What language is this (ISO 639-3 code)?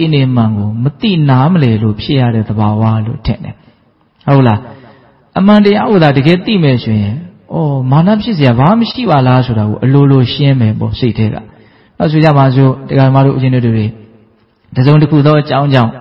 mya